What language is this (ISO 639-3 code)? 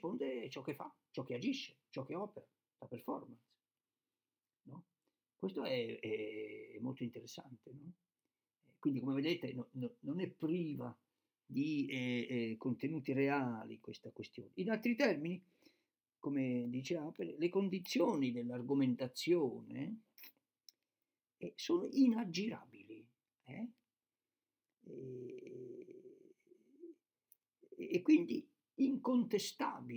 ita